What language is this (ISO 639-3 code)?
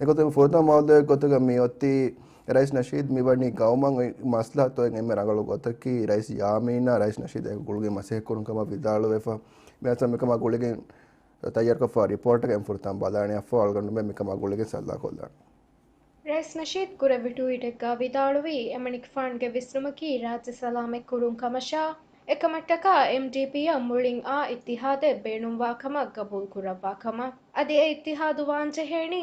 div